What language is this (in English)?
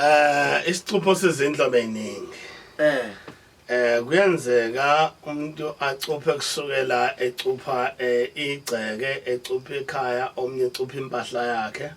Zulu